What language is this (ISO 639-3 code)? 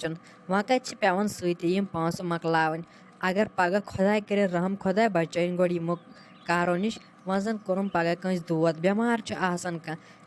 kas